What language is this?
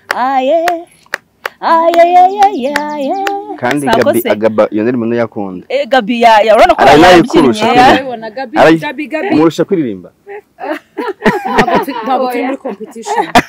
Kinyarwanda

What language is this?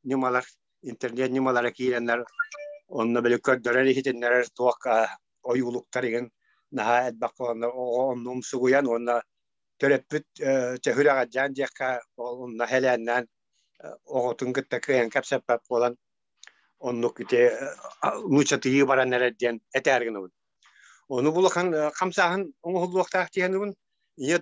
Yakut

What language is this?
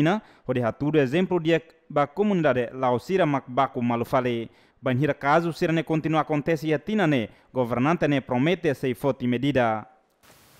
Tetum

